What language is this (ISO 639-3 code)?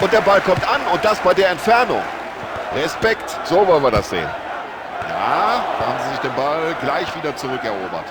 bar